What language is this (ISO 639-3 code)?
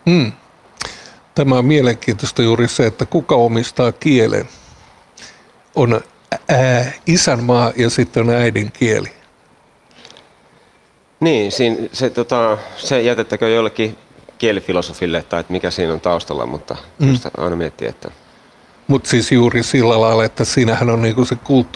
fin